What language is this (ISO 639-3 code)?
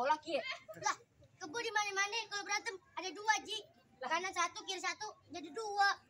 bew